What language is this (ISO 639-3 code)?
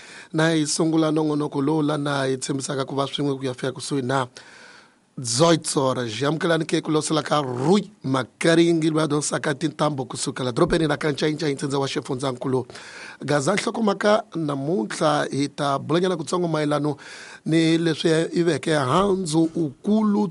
tso